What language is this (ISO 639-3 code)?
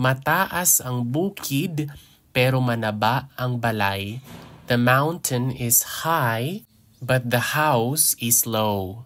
hil